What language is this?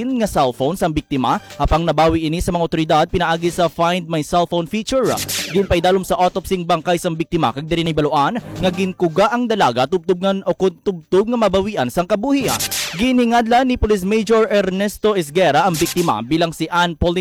Hiligaynon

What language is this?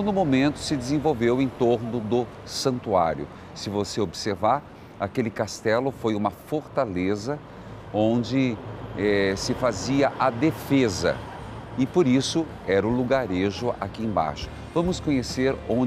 Portuguese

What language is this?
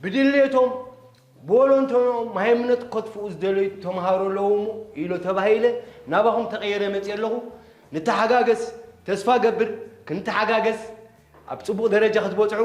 Tigrinya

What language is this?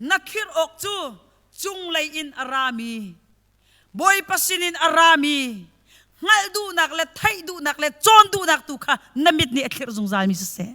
Hakha Chin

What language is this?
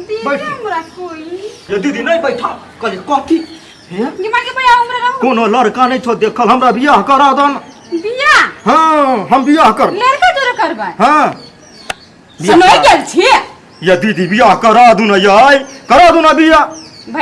Maithili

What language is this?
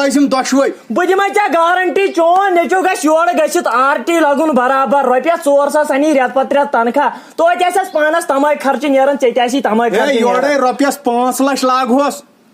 Kashmiri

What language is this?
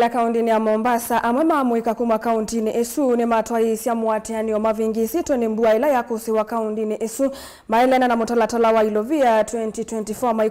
Kamba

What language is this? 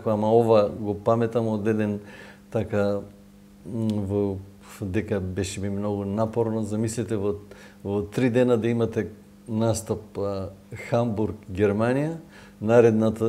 Macedonian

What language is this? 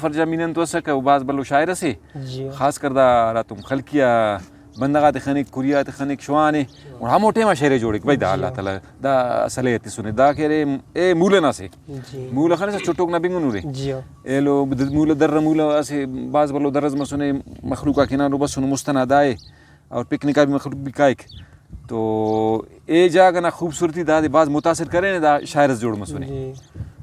Brahui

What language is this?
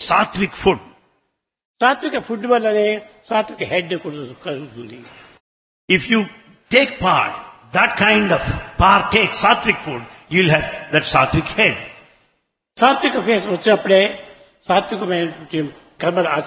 Telugu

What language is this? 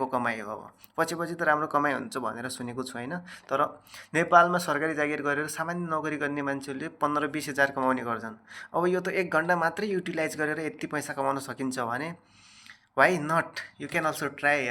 Nepali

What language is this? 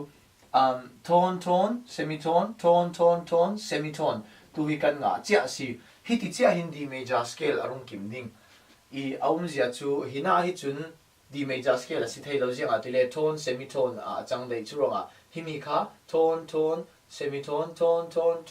Falam Chin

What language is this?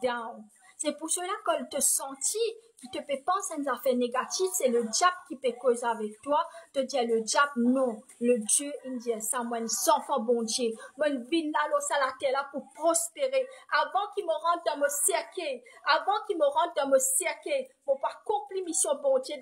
Morisyen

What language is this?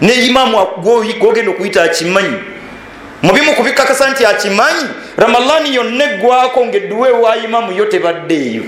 Ganda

